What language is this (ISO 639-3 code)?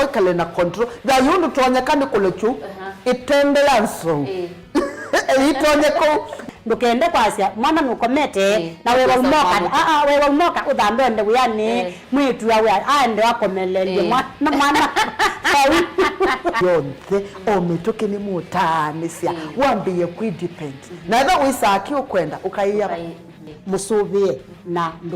kam